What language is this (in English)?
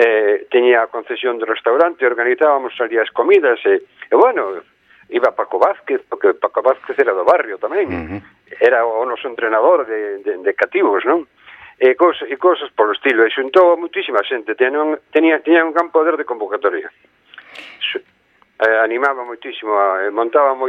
Galician